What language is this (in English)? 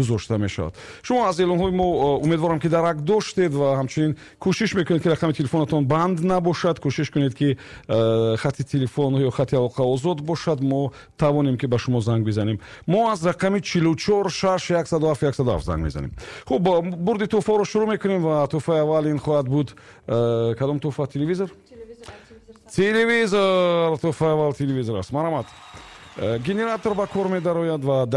Tajik